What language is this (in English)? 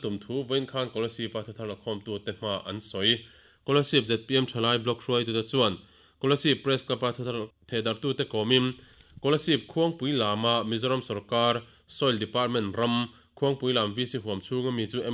Mizo